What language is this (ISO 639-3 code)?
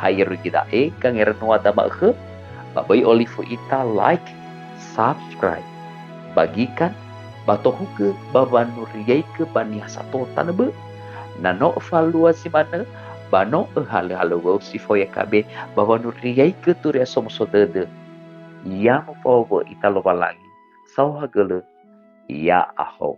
nia